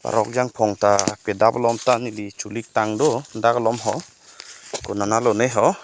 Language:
Karbi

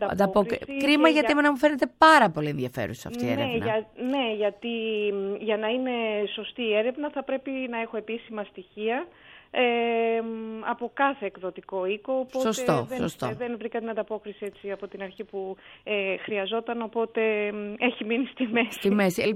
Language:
Greek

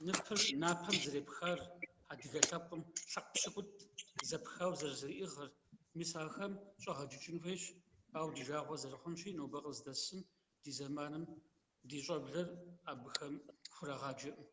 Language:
Kabardian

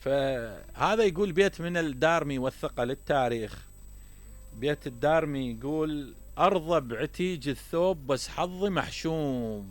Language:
Mesopotamian Arabic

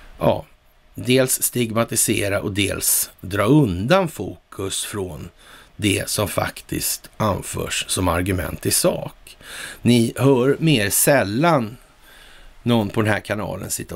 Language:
Swedish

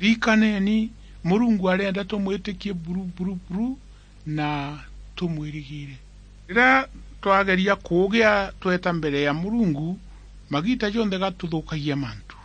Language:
Meru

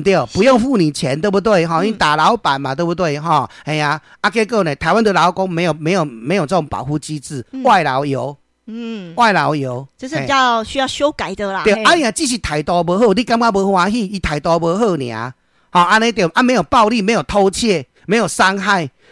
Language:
Min Nan Chinese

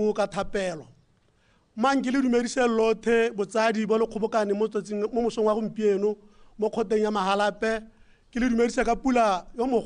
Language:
Tswana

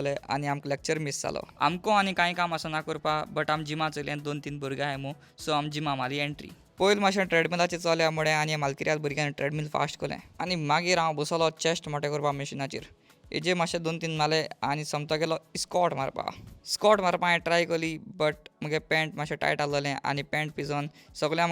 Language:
Konkani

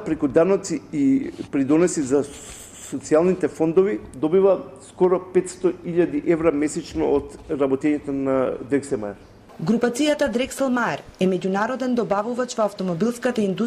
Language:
Macedonian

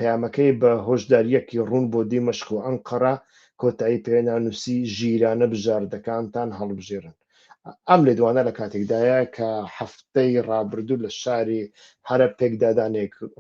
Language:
Central Kurdish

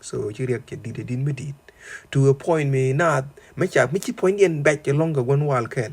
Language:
Nuer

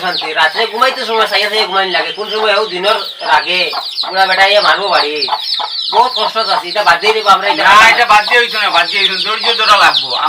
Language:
Sylheti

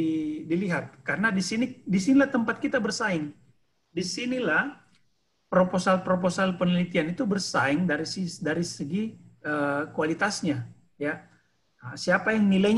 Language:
Indonesian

